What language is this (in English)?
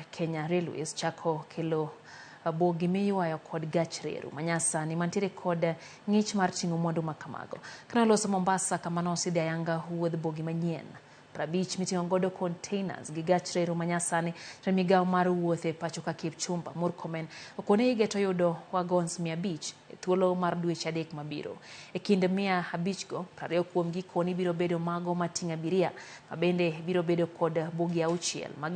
Luo (Kenya and Tanzania)